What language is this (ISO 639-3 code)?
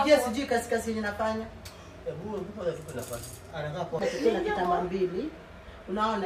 swa